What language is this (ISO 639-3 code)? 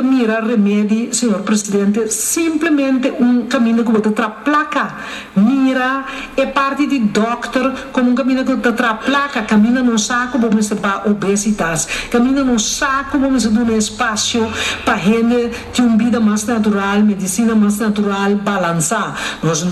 pap